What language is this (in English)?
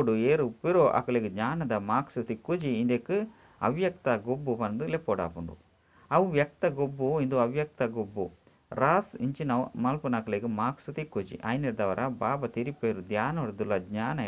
Tulu